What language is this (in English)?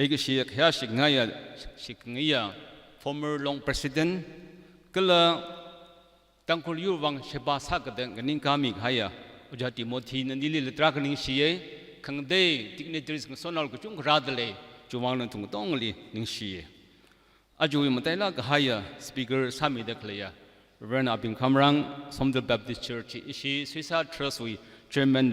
Tangkhul Naga (India)